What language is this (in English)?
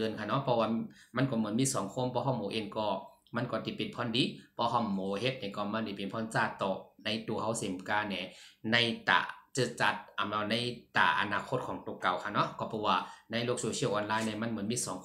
Shan